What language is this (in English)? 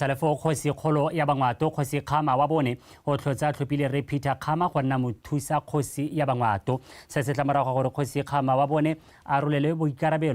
Tswana